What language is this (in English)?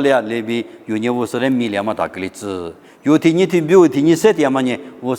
Lisu